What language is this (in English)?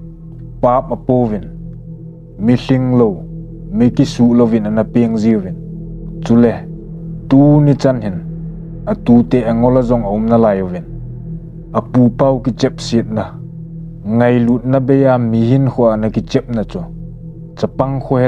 Thado Chin